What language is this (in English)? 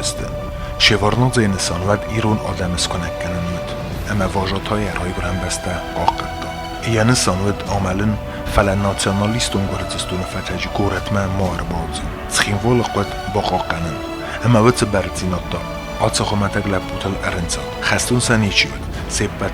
Ossetic